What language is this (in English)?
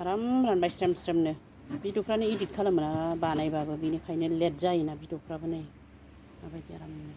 Bodo